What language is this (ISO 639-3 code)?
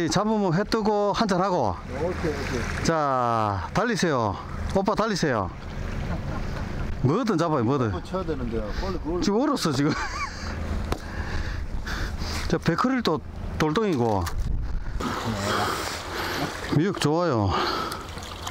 kor